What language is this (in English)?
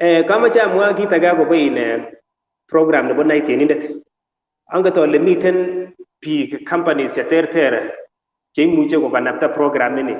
Kalenjin